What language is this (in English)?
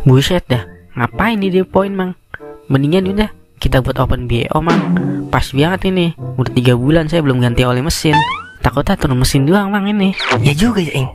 Betawi